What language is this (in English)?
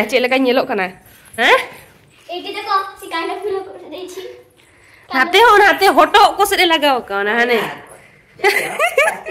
Santali